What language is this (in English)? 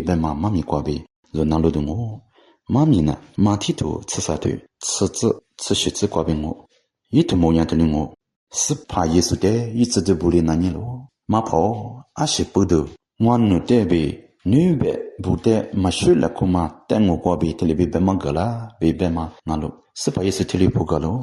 Lisu